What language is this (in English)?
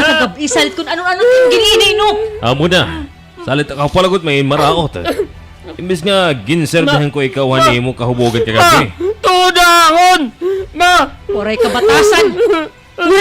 Waray